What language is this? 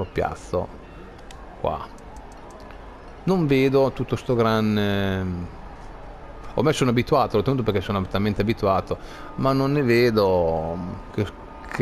Italian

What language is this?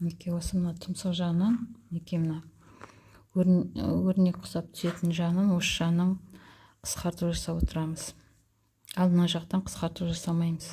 Kazakh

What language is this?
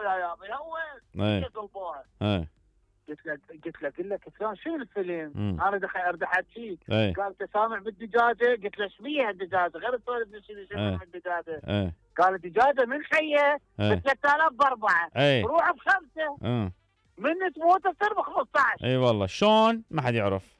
Mesopotamian Arabic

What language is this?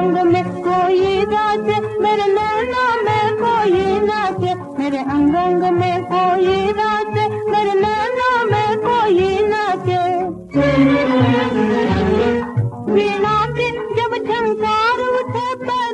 Hindi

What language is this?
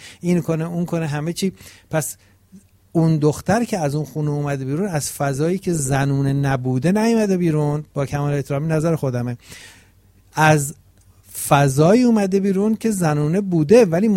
Persian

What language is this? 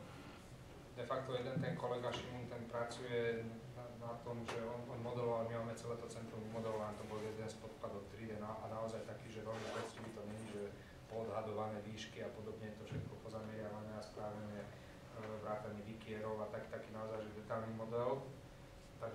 Slovak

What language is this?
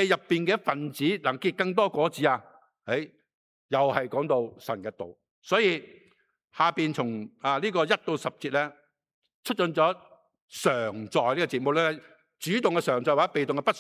Cantonese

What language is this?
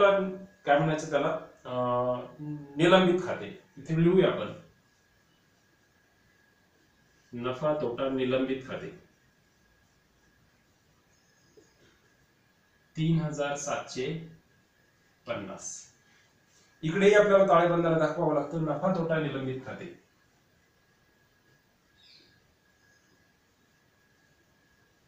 Marathi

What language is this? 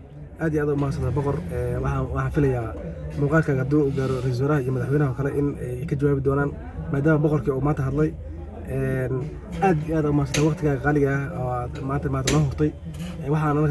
Somali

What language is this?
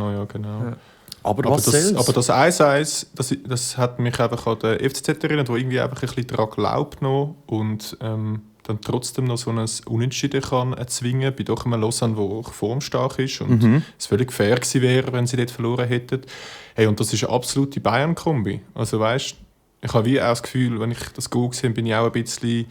Swiss German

